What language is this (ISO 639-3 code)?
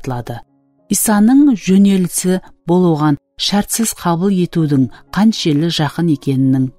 kaa